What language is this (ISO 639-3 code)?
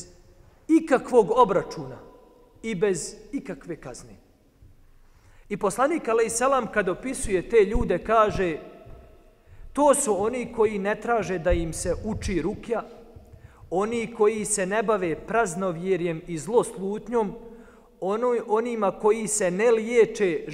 bos